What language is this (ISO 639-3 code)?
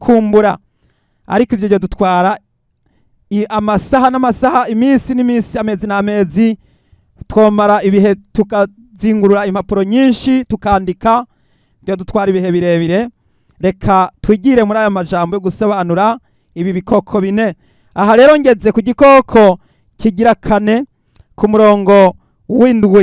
run